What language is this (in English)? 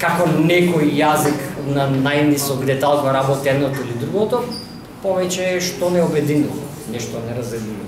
Macedonian